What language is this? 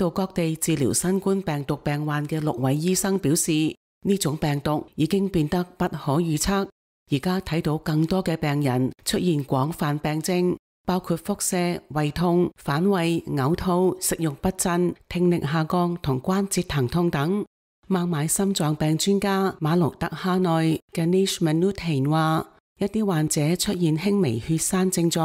Cantonese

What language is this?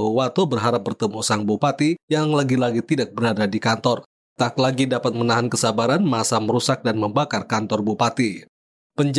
Indonesian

